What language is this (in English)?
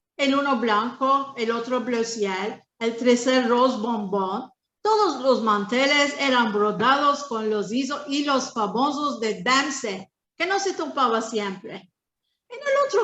Ladino